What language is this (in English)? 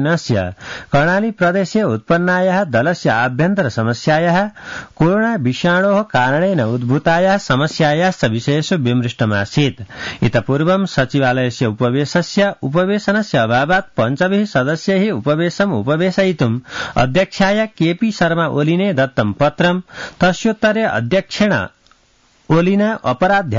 Sanskrit